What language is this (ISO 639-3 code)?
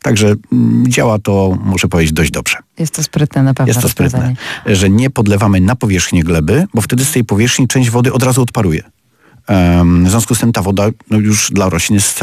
pol